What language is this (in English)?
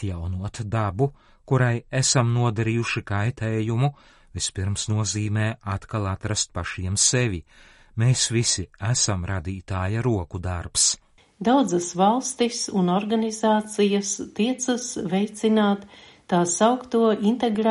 Latvian